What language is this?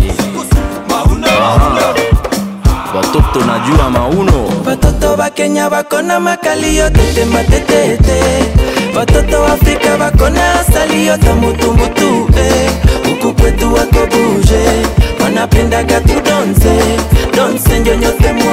Swahili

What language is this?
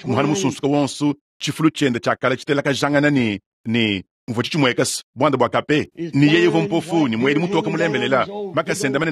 Luba-Lulua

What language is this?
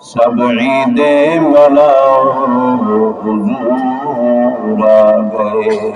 Saraiki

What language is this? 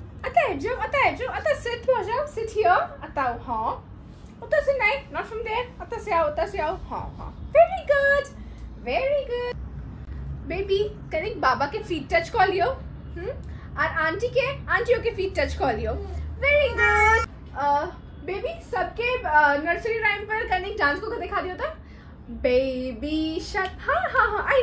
Maithili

